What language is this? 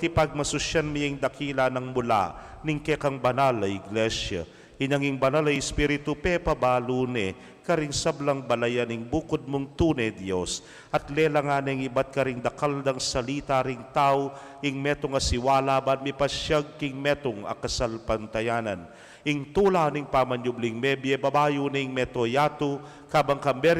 Pampanga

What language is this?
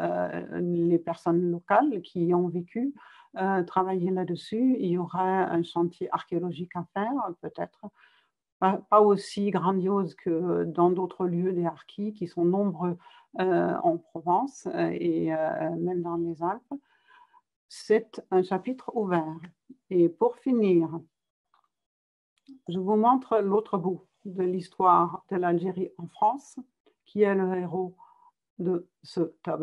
French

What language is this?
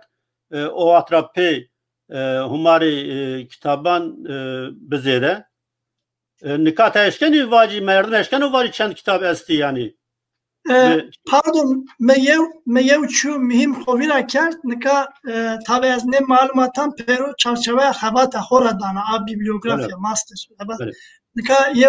Zaza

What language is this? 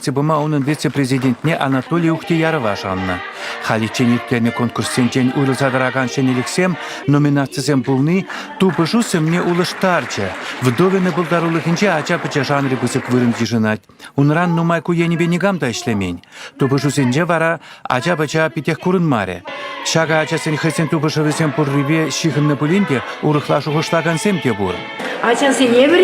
Chuvash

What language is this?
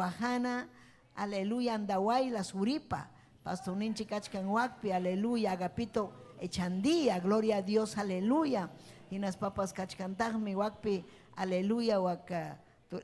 Ayacucho Quechua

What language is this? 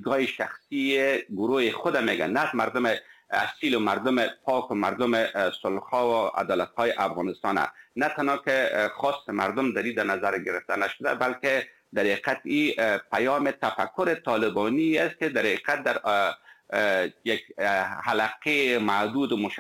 Persian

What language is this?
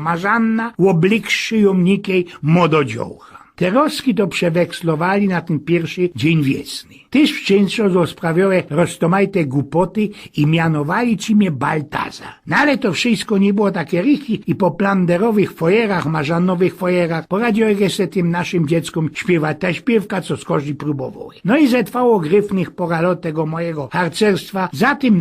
Silesian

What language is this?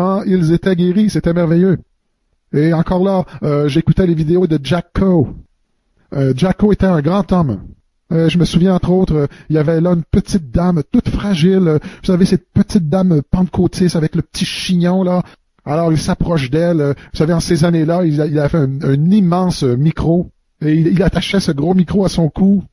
French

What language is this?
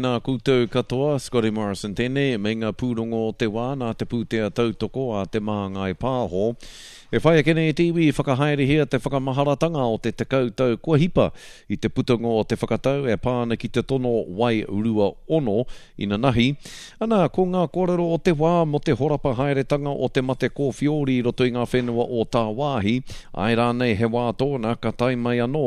Māori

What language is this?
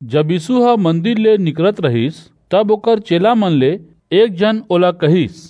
Chhattisgarhi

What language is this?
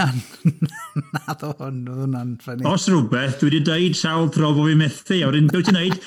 Welsh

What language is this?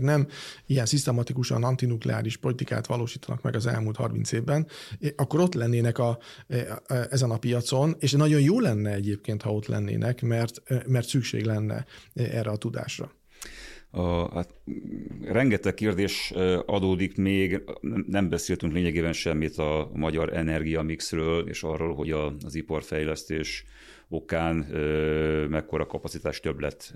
Hungarian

